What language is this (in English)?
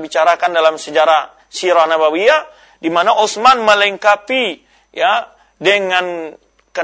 Indonesian